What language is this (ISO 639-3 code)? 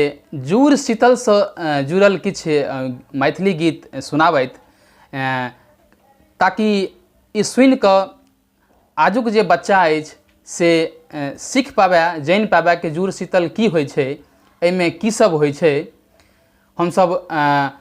mai